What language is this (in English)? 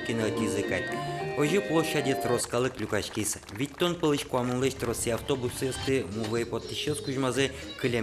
Udmurt